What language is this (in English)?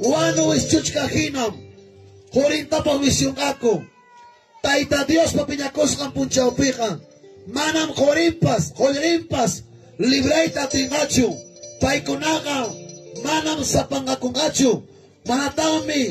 Ayacucho Quechua